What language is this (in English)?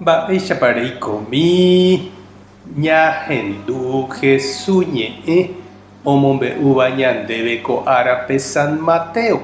Guarani